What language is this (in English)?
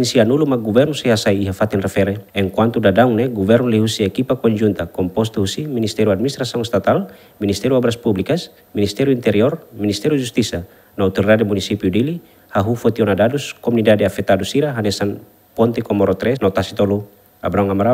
Tetum